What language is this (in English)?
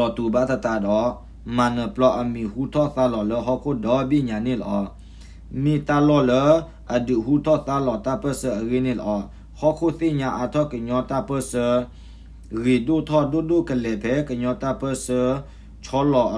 S'gaw Karen